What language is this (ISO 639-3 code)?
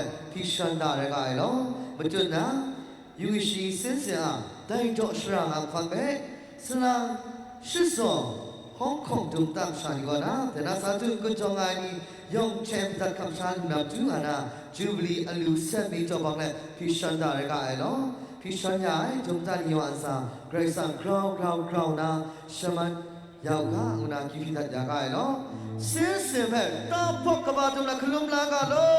kac